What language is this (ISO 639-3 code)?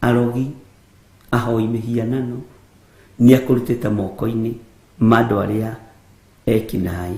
kik